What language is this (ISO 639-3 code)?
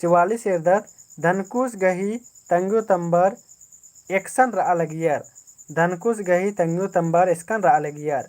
kru